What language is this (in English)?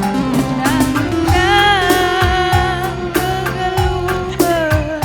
Batak Karo